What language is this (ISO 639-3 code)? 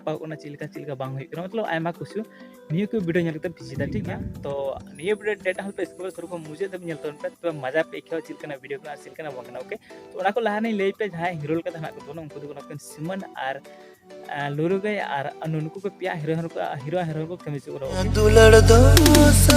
sat